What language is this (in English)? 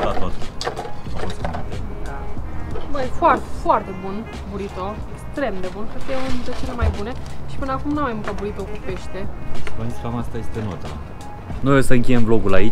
Romanian